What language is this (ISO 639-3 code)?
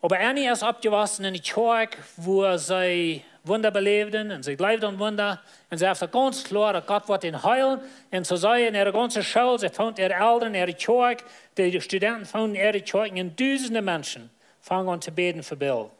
pdt